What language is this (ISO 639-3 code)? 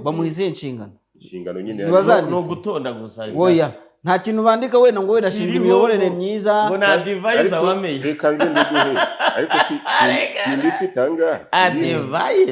kin